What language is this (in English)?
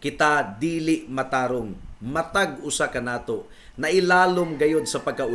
Cebuano